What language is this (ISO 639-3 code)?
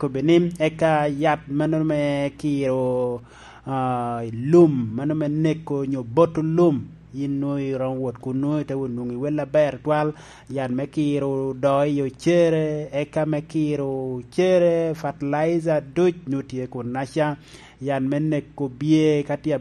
laj